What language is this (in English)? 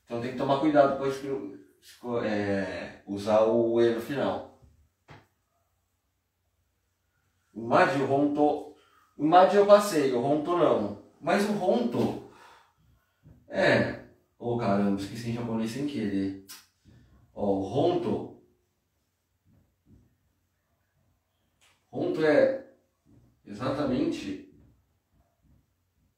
Portuguese